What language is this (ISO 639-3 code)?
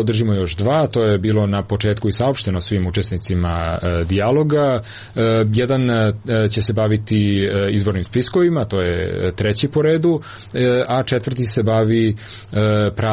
srp